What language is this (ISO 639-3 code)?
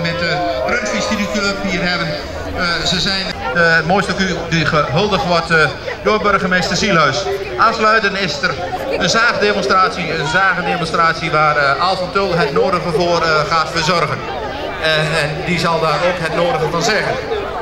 nld